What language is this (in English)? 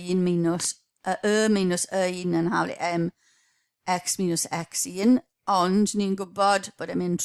Welsh